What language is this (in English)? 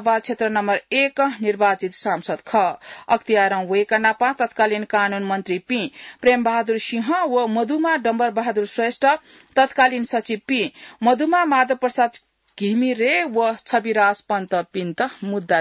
Newari